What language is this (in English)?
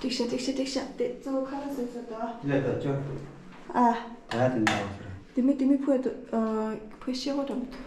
Tibetan